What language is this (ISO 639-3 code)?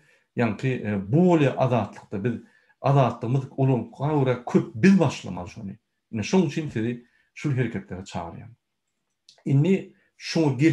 tuk